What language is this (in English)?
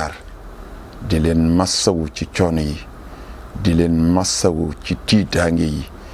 Wolof